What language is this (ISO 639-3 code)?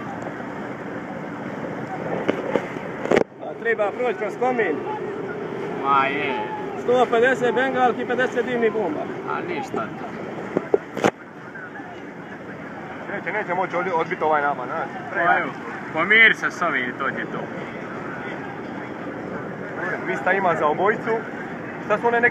hrv